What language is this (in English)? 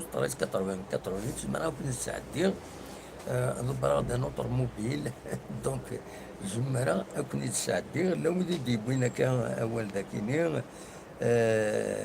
Kabyle